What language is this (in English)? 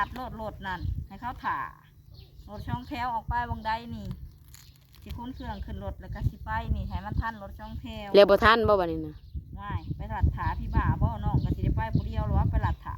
Northeastern Thai